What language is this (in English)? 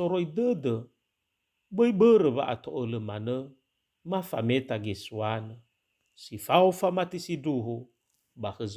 Nias